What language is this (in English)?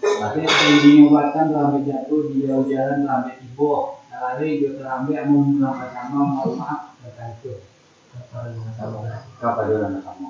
Minangkabau